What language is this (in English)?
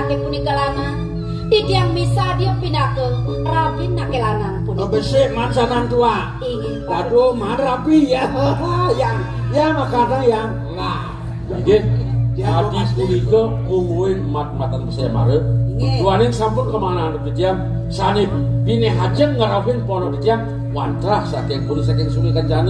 Balinese